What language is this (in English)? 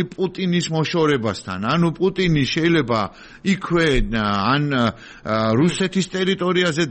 Georgian